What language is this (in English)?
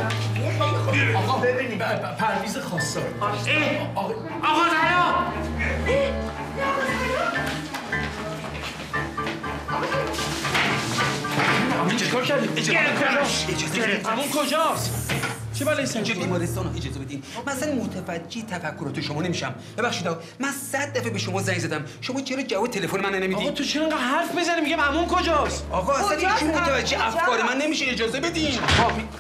Persian